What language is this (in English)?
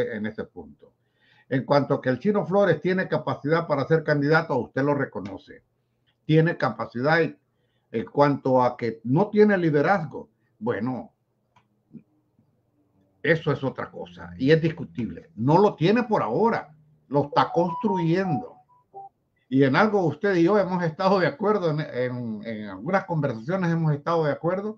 Spanish